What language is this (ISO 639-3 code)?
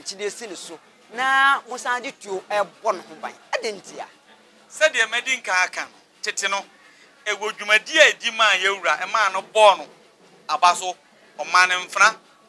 aka